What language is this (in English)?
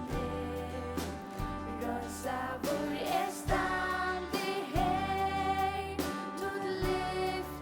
Faroese